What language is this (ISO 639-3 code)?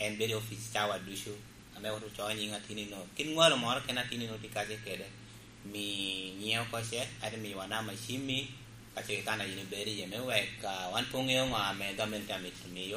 laj